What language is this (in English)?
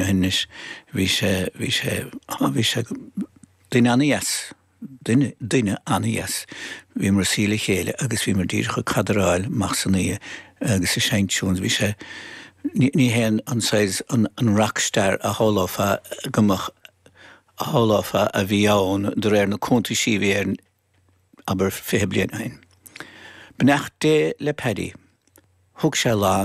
Irish